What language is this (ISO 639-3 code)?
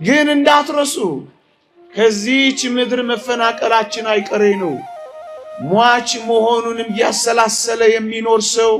amh